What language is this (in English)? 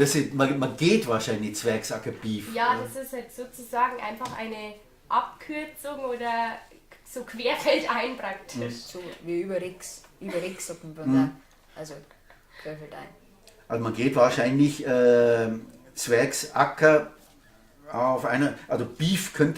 Bavarian